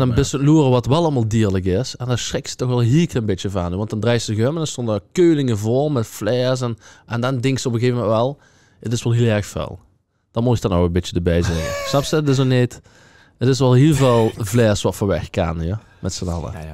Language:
Limburgish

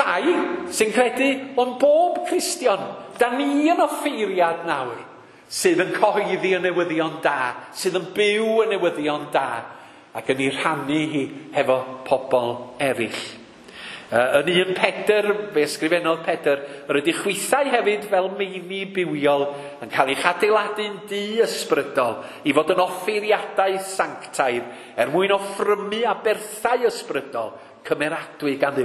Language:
Welsh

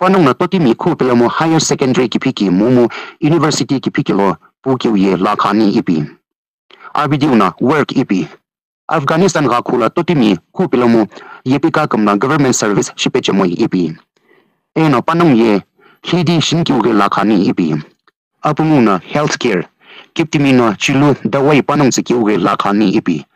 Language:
Sumi Naga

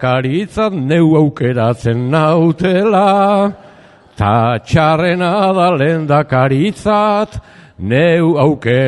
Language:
Basque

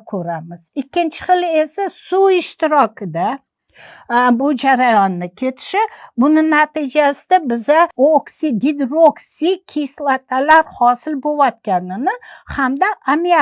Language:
Uzbek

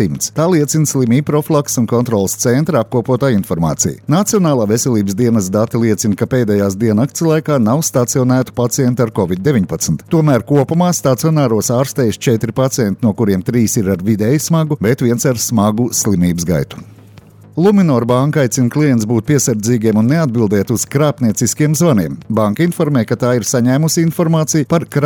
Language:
Latvian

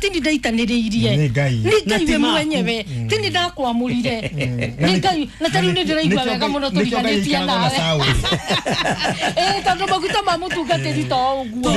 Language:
Kikuyu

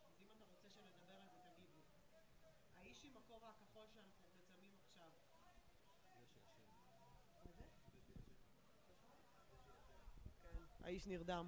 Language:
Hebrew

